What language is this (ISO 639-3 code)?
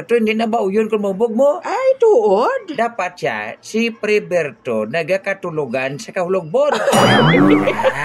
hil